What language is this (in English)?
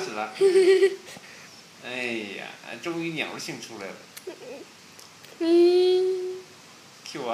Chinese